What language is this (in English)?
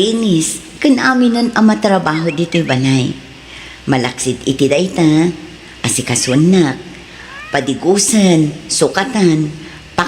Iloko